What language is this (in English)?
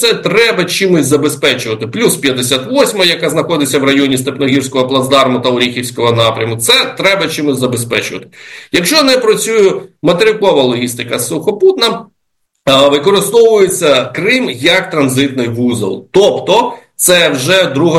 Ukrainian